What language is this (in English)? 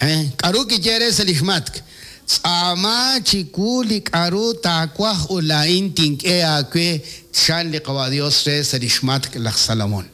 Kekchí